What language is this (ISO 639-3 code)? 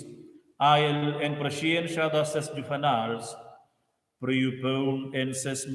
roh